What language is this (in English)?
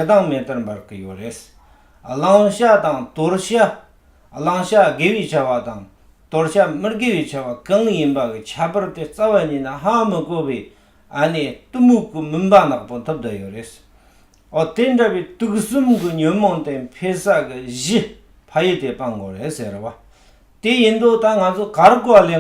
Tibetan